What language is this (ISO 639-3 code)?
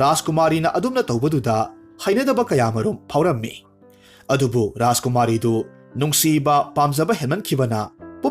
mni